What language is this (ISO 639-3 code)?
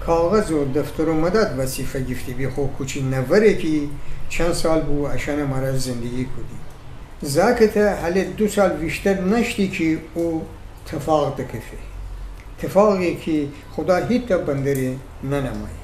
glk